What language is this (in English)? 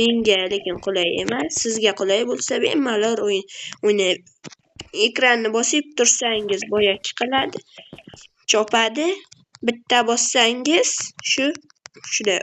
Uzbek